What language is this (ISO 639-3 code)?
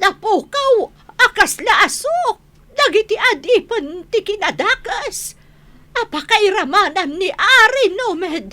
ilo